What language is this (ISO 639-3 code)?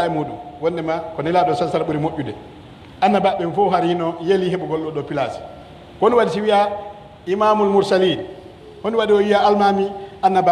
fuf